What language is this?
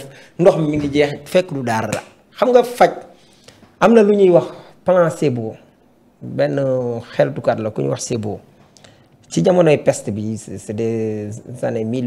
Wolof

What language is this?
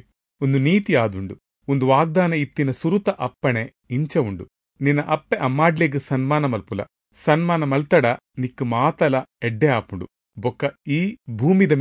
Tulu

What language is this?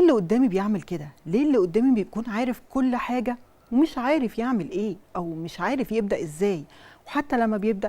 Egyptian Arabic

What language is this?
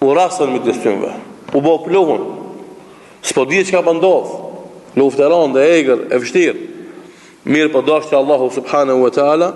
Albanian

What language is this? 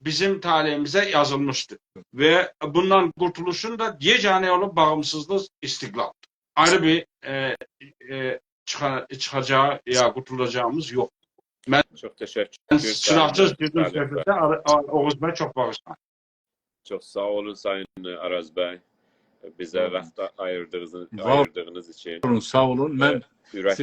South Azerbaijani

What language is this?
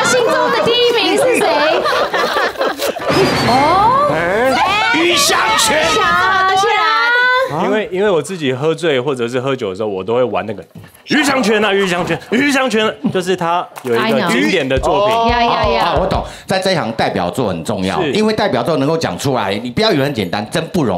Chinese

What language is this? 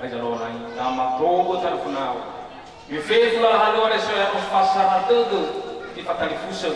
Nias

